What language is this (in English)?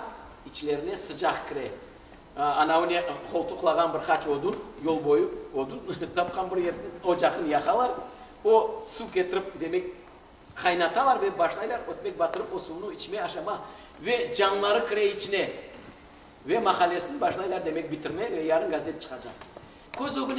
Crimean Tatar